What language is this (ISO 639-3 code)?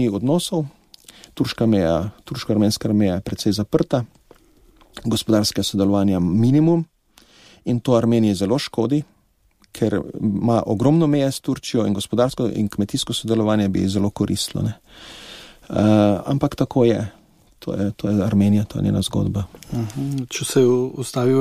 slv